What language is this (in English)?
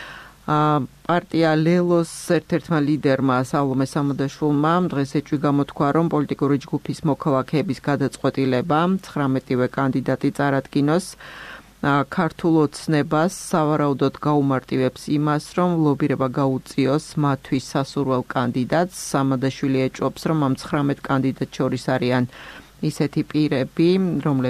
Georgian